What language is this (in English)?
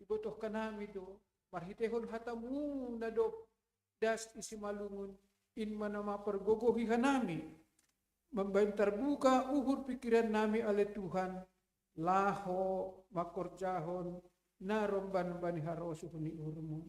Batak Simalungun